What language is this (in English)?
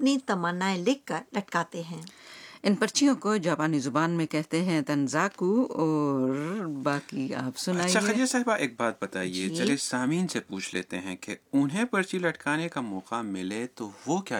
Urdu